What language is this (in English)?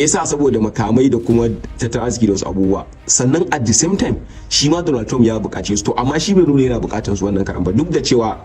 Hausa